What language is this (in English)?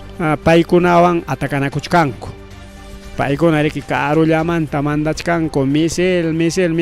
Ayacucho Quechua